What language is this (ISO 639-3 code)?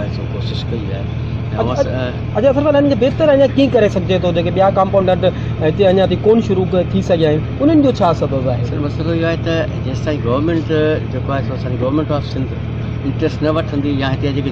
snd